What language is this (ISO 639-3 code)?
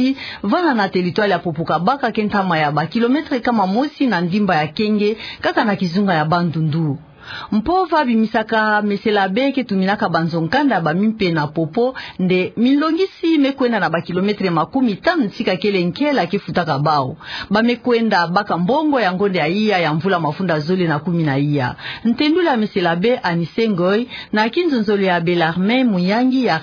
ktu